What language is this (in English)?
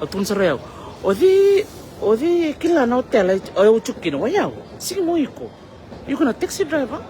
Fijian